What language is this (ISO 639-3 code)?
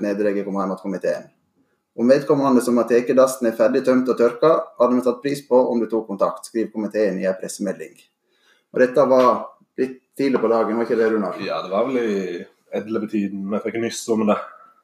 nor